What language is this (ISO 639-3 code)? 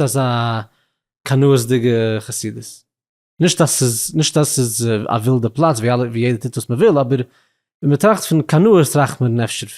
yid